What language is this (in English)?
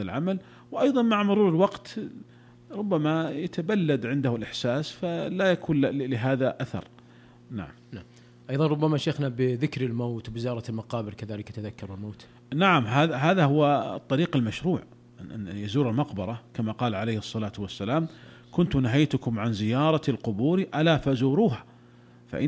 Arabic